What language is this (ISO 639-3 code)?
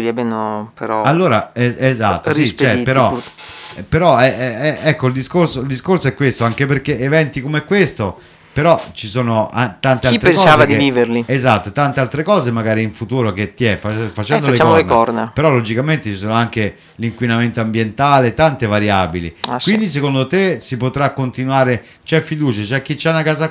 ita